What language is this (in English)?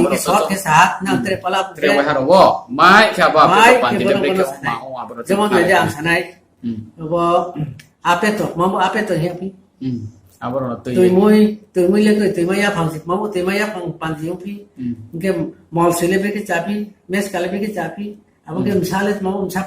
Riang (India)